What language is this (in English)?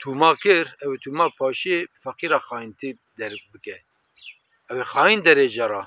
Kurdish